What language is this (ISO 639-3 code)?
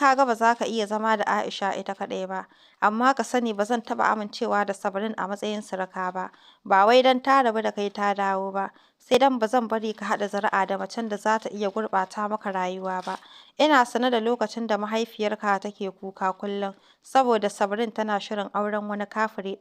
hau